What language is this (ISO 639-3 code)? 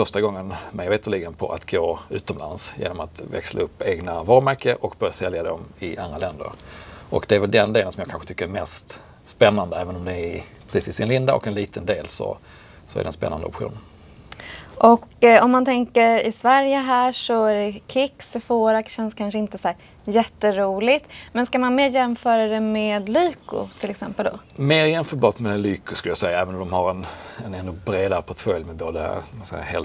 swe